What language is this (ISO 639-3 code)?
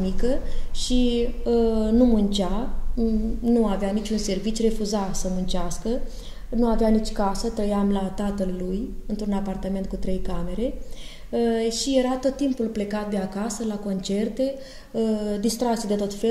ron